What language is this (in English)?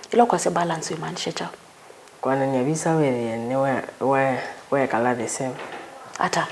Kamba